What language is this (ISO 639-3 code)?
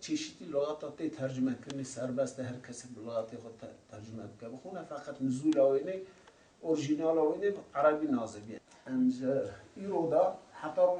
kur